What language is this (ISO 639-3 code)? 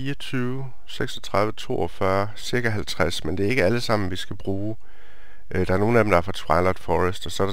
dan